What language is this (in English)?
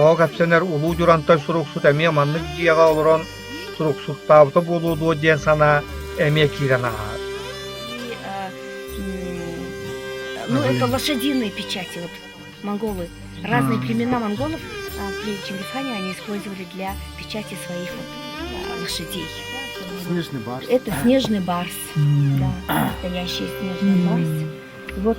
Yakut